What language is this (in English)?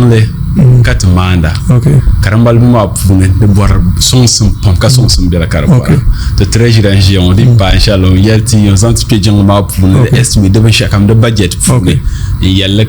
Dagbani